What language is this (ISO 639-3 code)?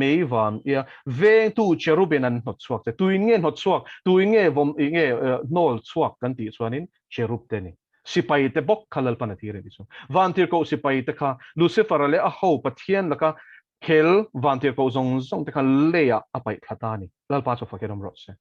lus